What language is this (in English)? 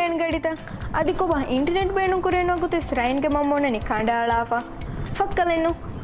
Divehi